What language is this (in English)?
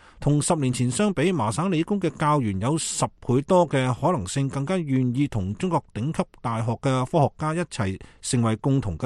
Cantonese